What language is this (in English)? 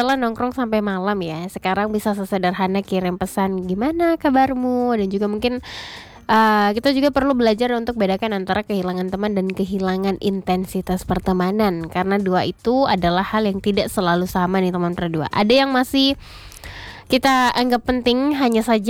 Indonesian